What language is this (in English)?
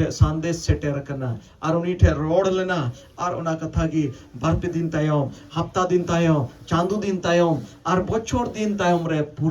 Santali